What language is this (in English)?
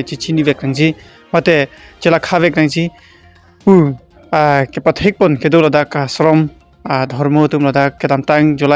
Karbi